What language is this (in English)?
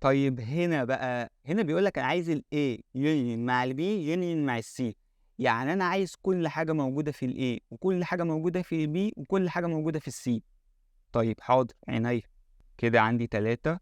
Egyptian Arabic